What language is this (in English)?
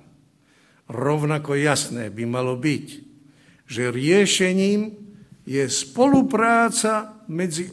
Slovak